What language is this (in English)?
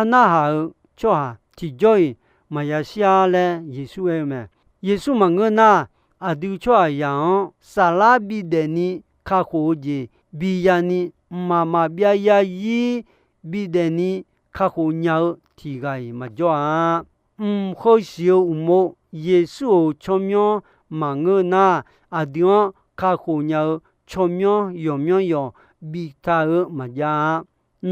Akha